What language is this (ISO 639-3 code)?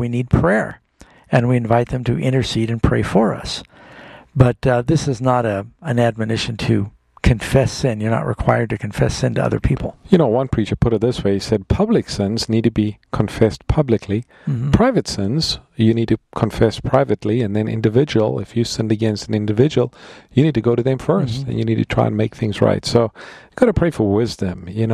eng